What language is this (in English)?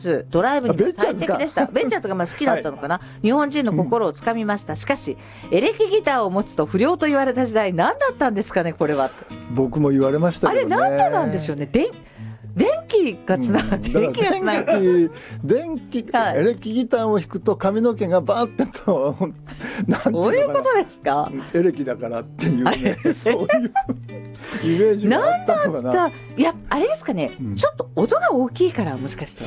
Japanese